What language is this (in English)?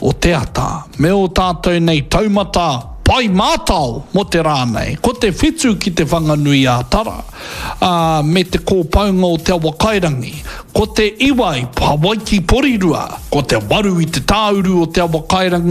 Māori